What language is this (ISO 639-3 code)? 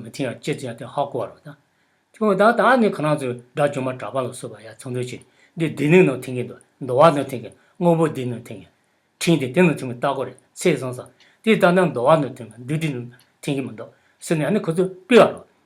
bod